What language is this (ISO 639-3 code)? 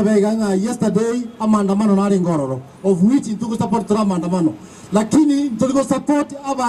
guz